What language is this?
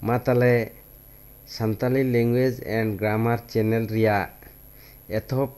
Santali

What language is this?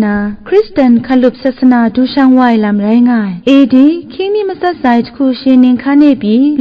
Kachin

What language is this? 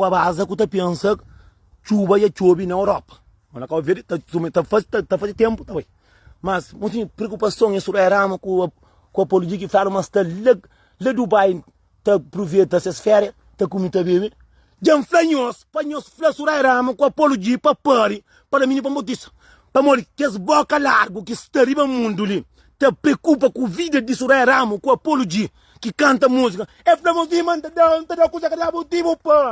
Kabuverdianu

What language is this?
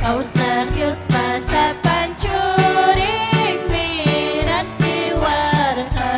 Ayacucho Quechua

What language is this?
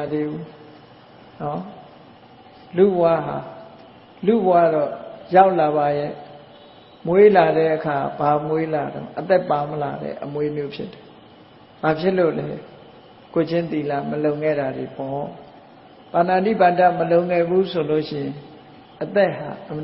Burmese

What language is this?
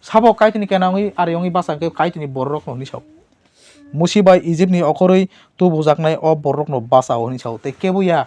Kok Borok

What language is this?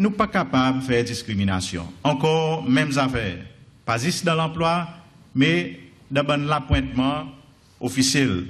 Seselwa Creole French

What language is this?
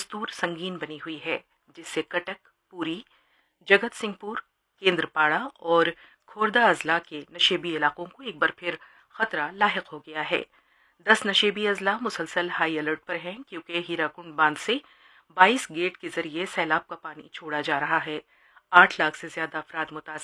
Urdu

